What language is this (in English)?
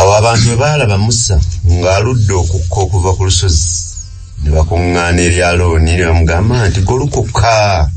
Ganda